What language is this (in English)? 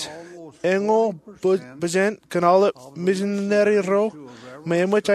Marshallese